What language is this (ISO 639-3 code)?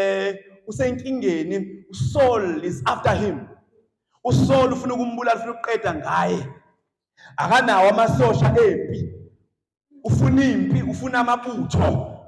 zul